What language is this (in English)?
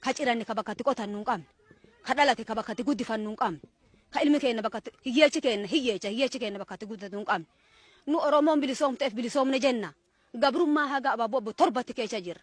Oromo